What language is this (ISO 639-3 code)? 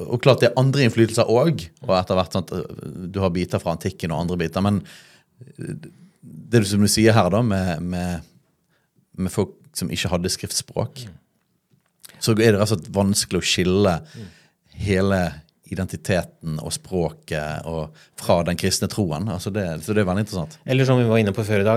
nor